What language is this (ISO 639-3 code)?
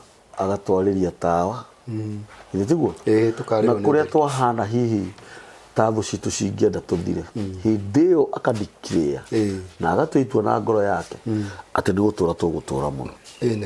kik